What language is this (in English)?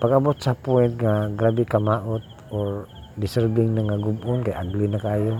Cebuano